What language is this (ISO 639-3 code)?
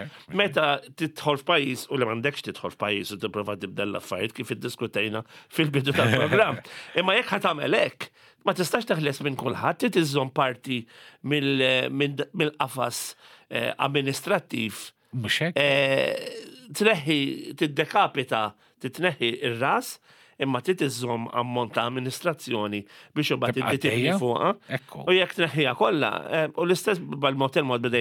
mlt